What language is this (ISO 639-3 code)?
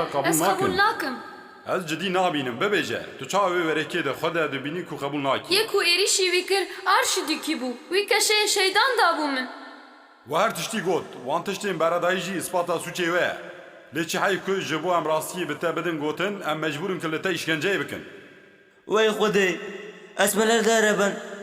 kur